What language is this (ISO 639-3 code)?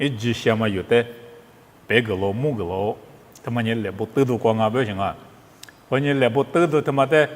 lis